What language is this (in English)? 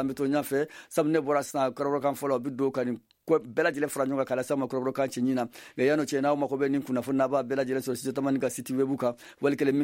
Bambara